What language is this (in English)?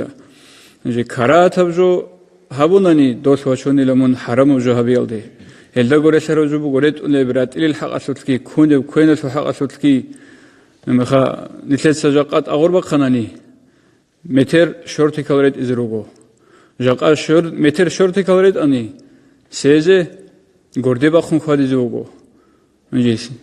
Avaric